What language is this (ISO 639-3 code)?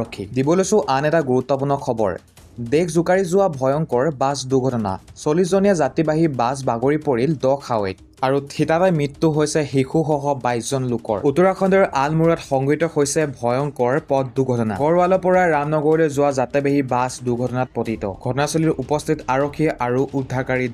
asm